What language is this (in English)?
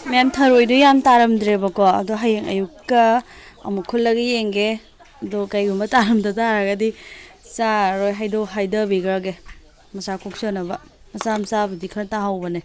Manipuri